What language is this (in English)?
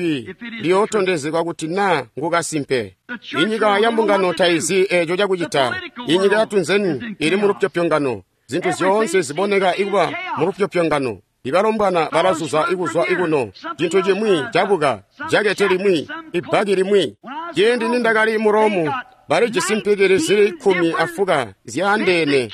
Tonga (Zambia)